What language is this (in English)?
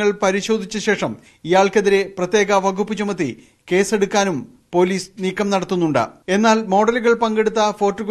Malayalam